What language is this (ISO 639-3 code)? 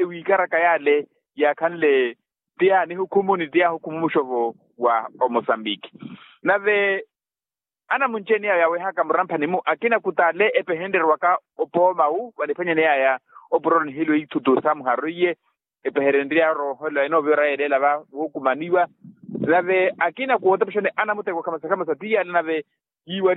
vmw